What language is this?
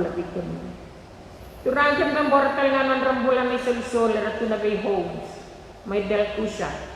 Fijian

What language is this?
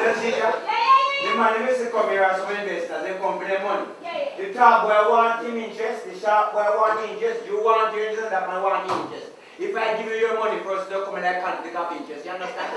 Jamaican Creole English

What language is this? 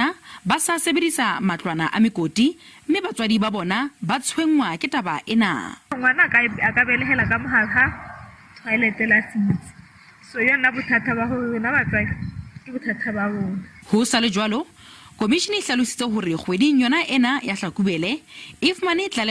Southern Sotho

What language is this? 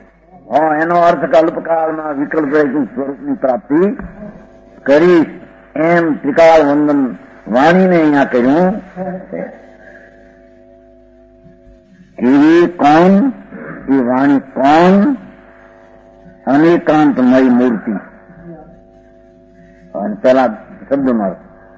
Gujarati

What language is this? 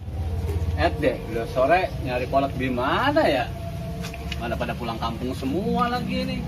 Betawi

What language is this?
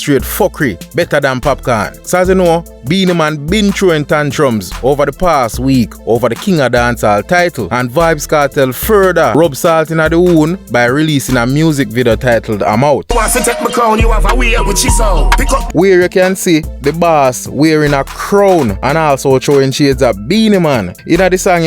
Jamaican Creole English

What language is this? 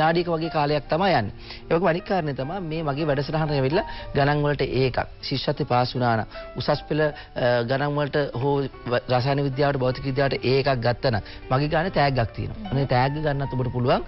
Sinhala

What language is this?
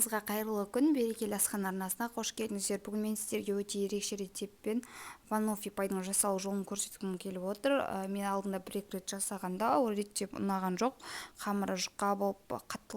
Kazakh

